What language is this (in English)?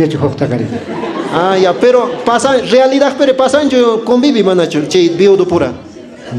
Quechua